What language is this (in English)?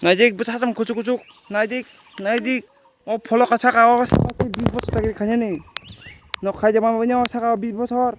Kok Borok